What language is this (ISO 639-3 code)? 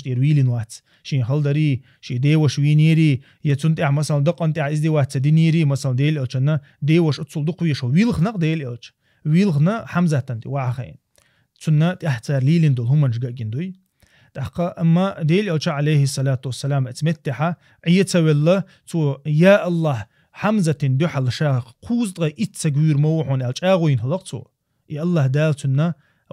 che